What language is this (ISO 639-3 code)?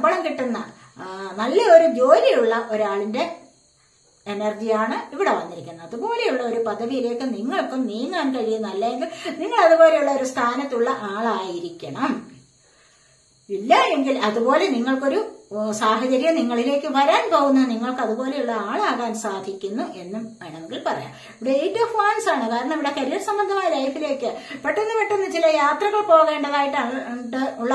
mal